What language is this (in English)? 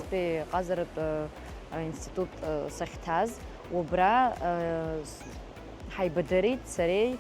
Abkhazian